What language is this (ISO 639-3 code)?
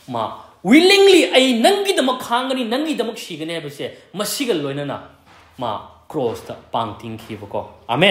mni